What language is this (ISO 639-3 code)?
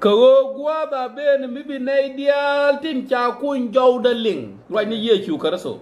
nus